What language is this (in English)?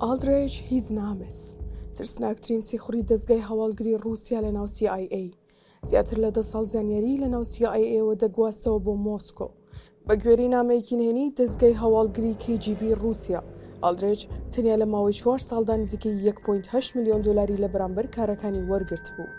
Central Kurdish